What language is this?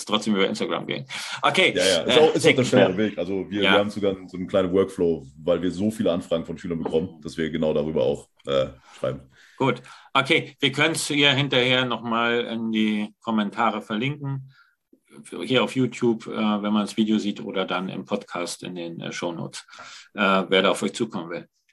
German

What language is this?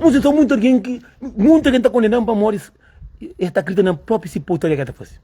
Kabuverdianu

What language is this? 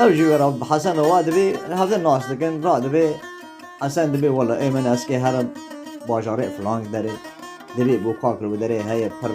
Kurdish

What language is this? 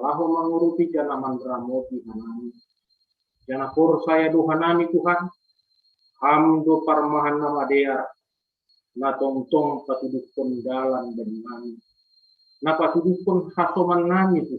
Batak Simalungun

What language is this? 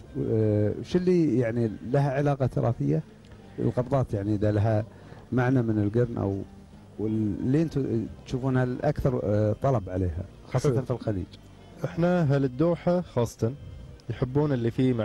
Gulf Arabic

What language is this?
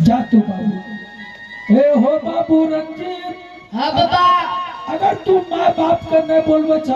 Angika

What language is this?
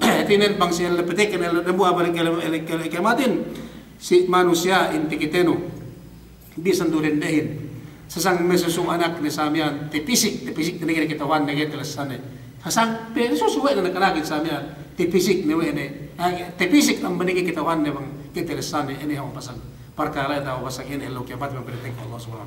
Yakan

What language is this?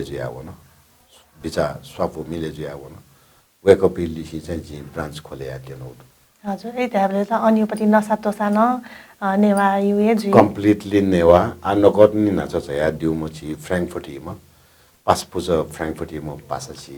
Newari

